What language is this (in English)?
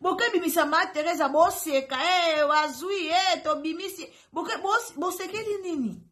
Lingala